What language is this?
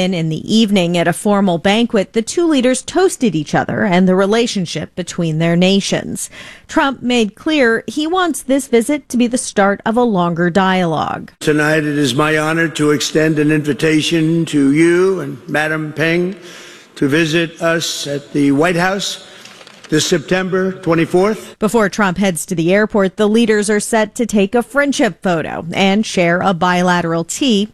English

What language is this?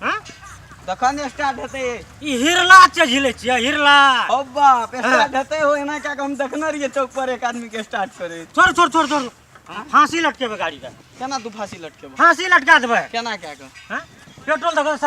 Maithili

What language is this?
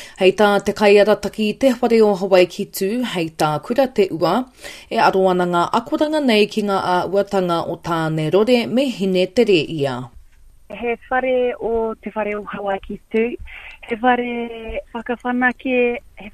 Māori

